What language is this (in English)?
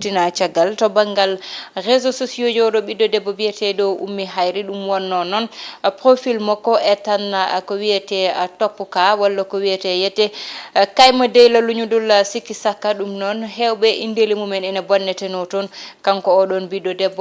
Fula